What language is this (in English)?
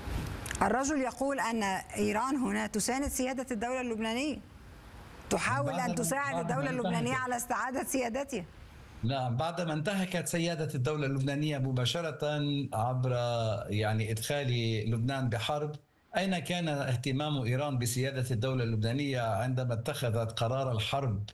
Arabic